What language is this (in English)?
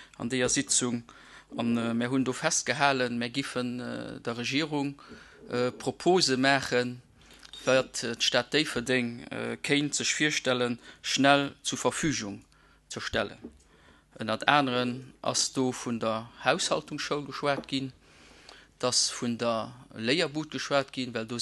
Luxembourgish